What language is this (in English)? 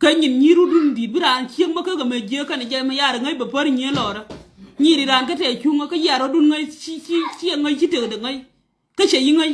Nuer